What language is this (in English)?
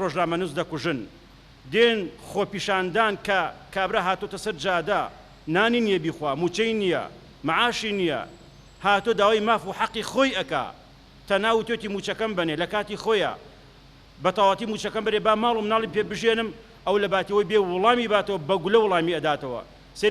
Central Kurdish